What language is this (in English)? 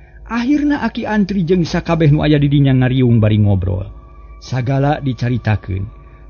Sundanese